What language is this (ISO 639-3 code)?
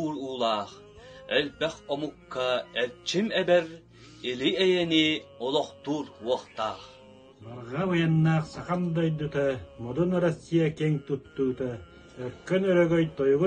sah